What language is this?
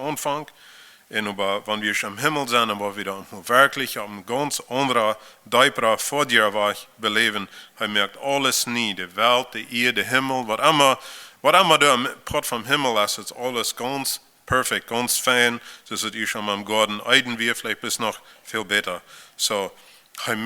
Plautdietsch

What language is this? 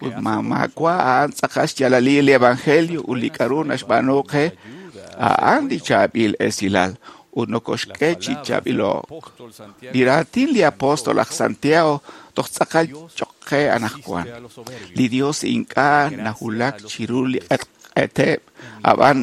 Kekchí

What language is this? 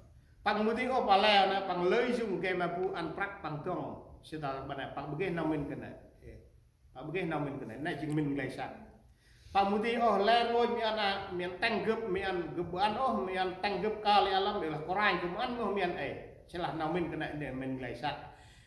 Central Mnong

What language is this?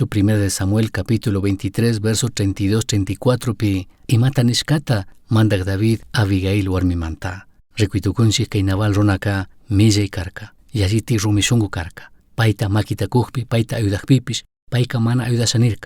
Chimborazo Highland Quichua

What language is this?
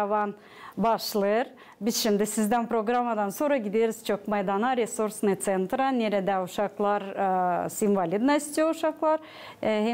Gagauz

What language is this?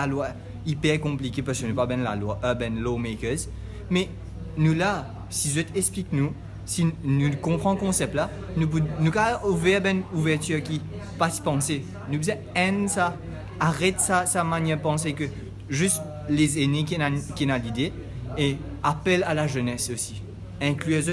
Morisyen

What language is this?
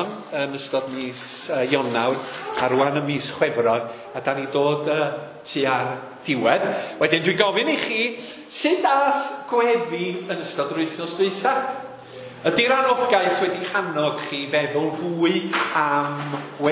Welsh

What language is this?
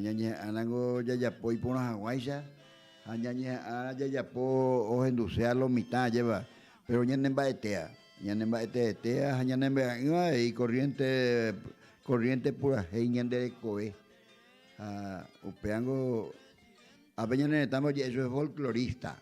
Guarani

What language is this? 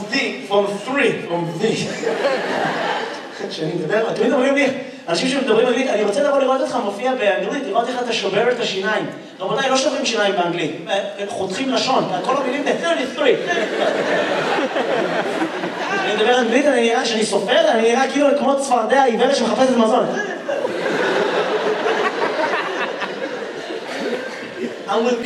Hebrew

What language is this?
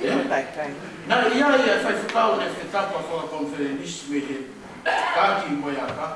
Tongan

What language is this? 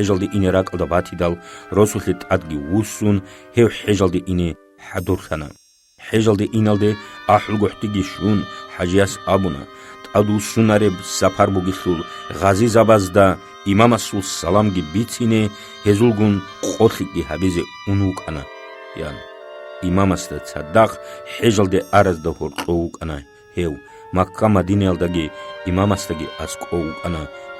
Avaric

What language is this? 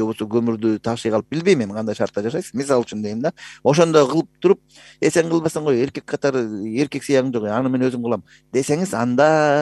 Kyrgyz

